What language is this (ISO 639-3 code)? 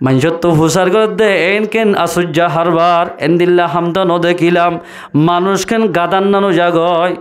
rhg